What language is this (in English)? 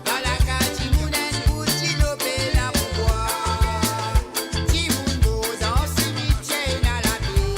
Morisyen